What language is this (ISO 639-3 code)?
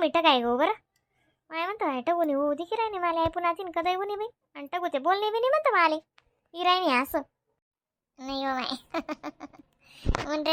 khn